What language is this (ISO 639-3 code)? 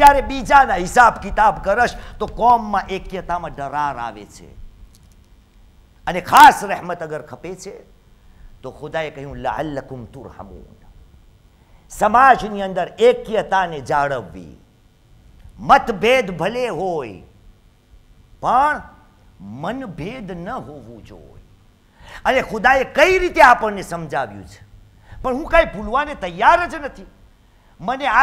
guj